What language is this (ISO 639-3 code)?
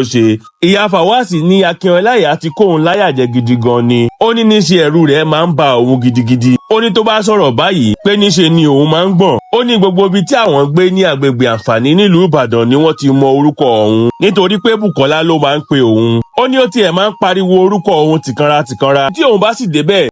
yor